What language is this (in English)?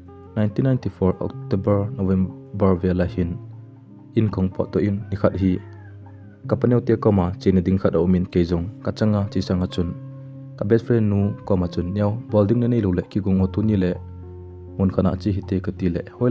Thado Chin